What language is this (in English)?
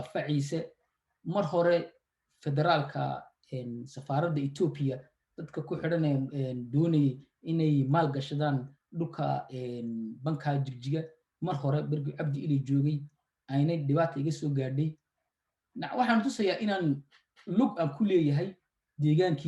Somali